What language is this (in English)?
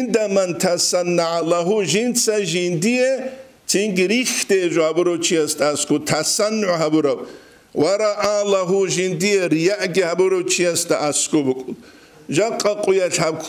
Avaric